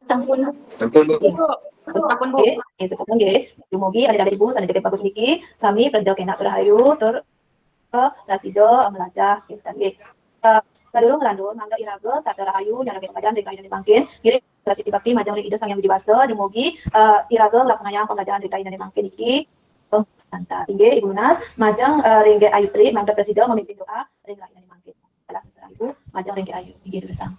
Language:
Balinese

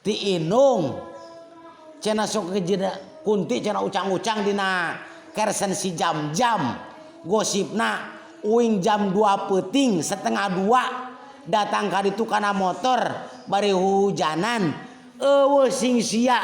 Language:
Sundanese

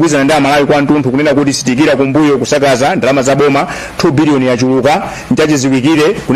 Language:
Nyanja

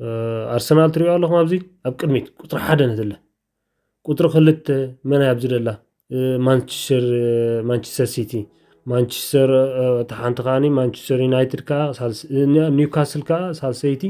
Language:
Tigrinya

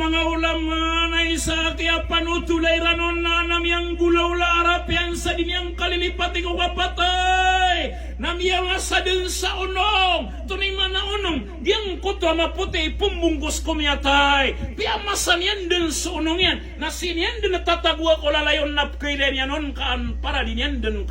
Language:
Maranao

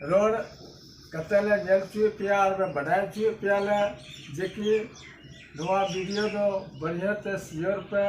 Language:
Santali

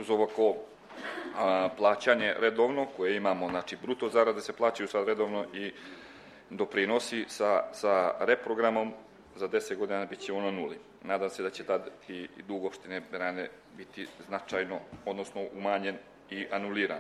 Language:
Serbian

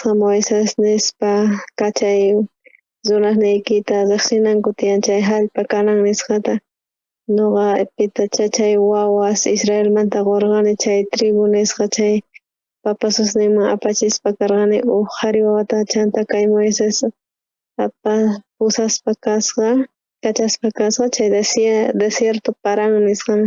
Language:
South Bolivian Quechua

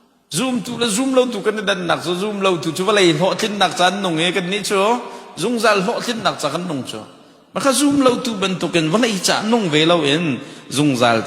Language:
Hakha Chin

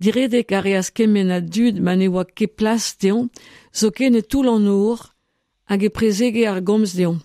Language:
Breton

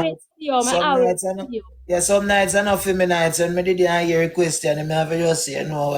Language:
Jamaican Creole English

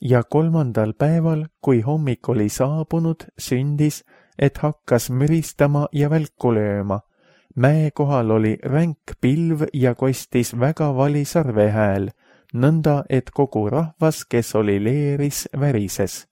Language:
Estonian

